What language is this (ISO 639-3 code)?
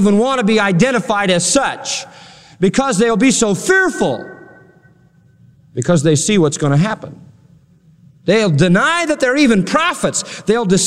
eng